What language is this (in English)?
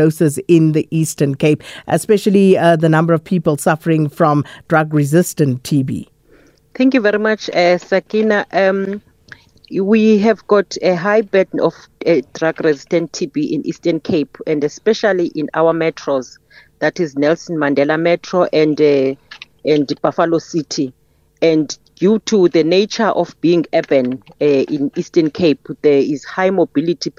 English